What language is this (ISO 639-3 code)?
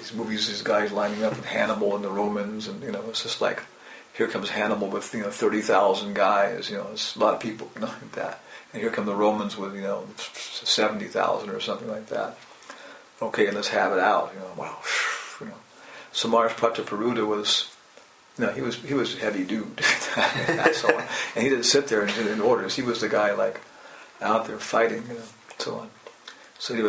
eng